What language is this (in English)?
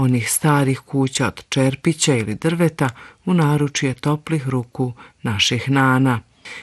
Bosnian